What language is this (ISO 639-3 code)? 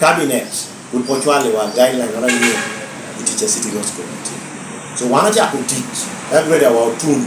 laj